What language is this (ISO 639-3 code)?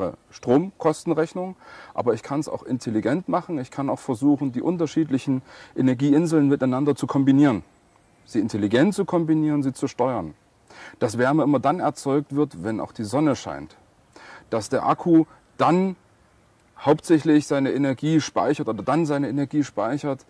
deu